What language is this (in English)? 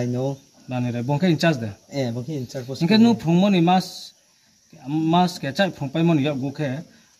Riang (India)